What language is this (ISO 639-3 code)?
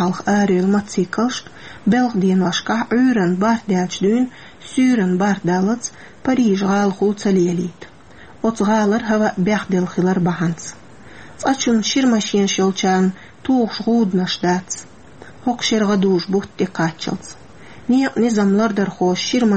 che